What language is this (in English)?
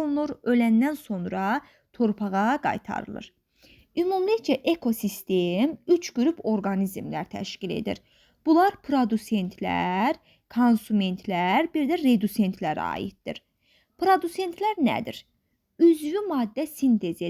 Azerbaijani